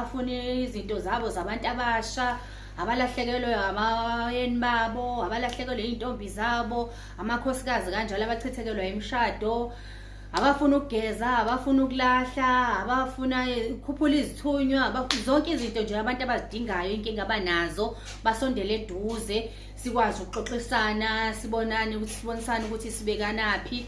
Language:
Zulu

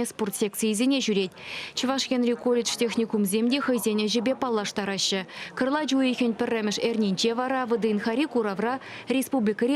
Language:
Chuvash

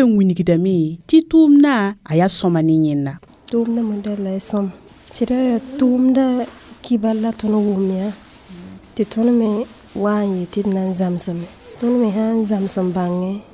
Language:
Mossi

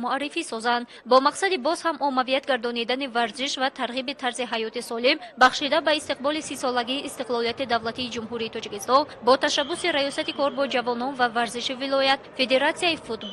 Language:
Tajik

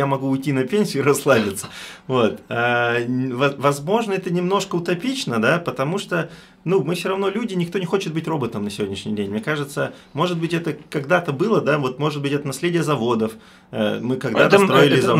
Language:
Russian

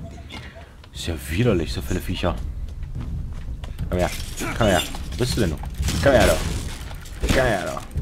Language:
German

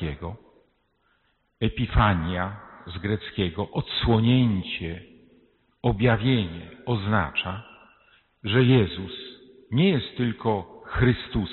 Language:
Polish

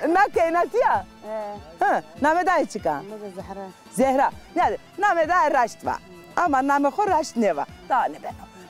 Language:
Zaza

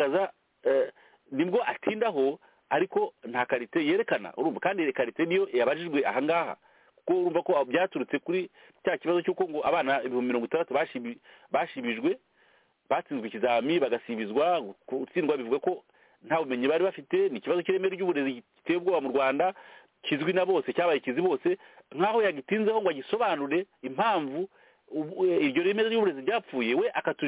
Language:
Kinyarwanda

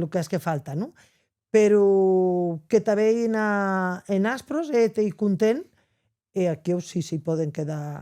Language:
Occitan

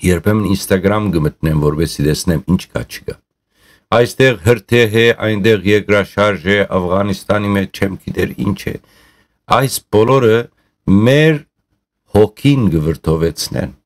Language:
Western Armenian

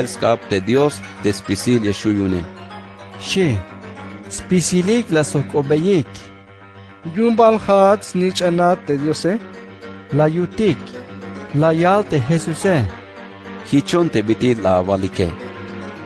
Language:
Tzeltal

